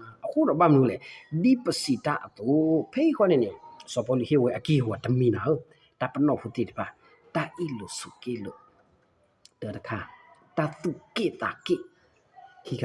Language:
S'gaw Karen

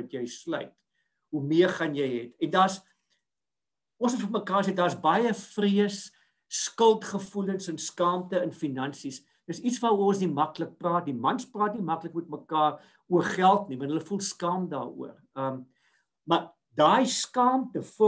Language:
Afrikaans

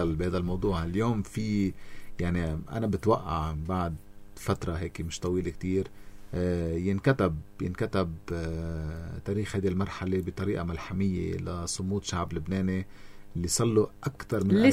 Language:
North Levantine Arabic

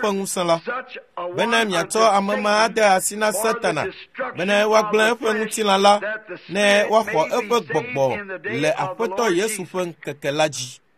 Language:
Ewe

